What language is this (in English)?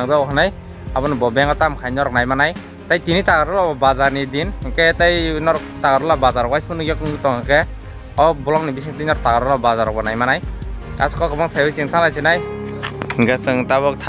Kok Borok